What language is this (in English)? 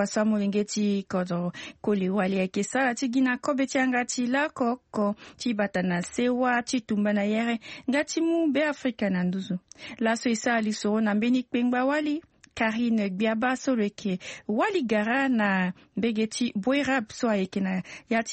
Sango